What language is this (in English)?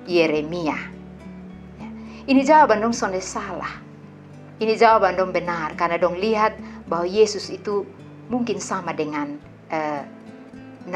Kupang Malay